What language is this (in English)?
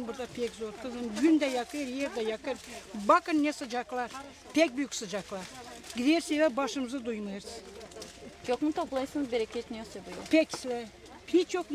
Gagauz